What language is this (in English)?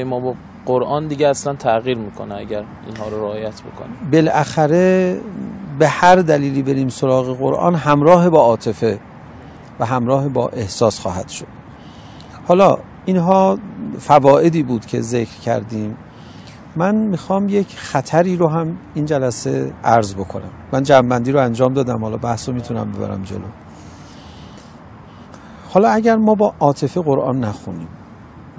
Persian